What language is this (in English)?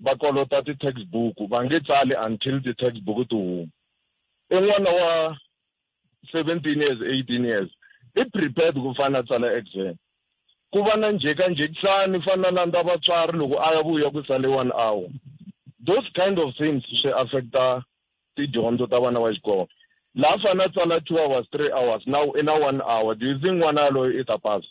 Tsonga